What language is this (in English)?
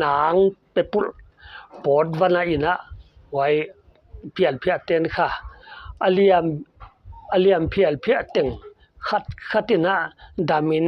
Paite Chin